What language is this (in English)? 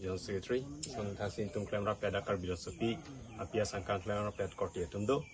Karbi